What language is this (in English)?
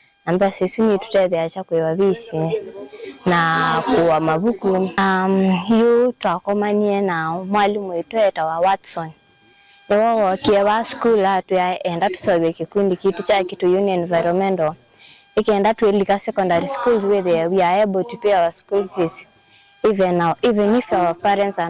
Kamba